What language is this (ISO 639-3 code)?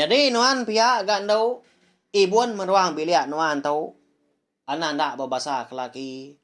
iba